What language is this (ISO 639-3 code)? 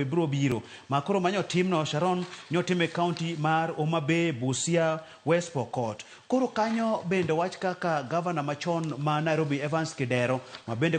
luo